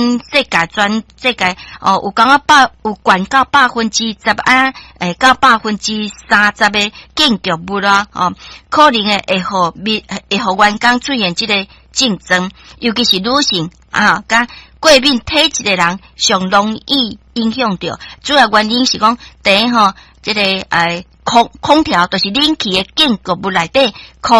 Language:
Min Nan Chinese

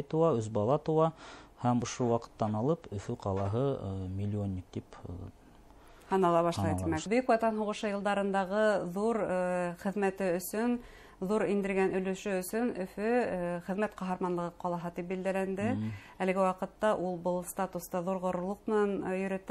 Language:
Bashkir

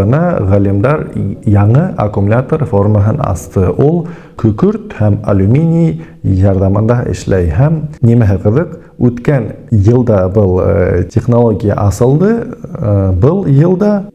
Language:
Bashkir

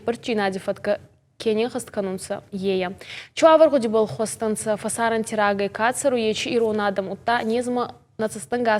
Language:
Ossetic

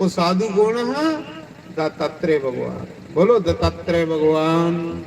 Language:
Dogri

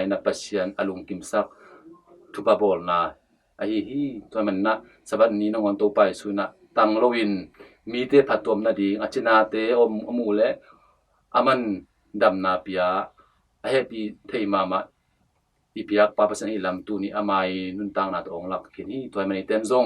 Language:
Tedim Chin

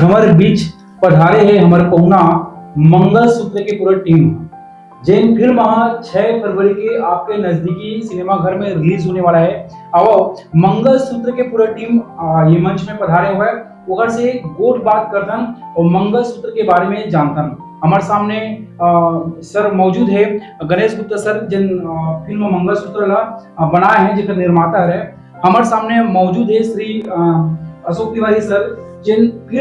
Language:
Chhattisgarhi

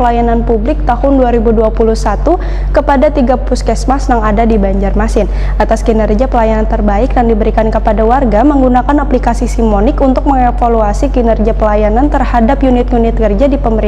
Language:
Banjar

